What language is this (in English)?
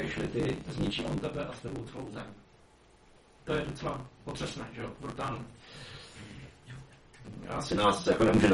Czech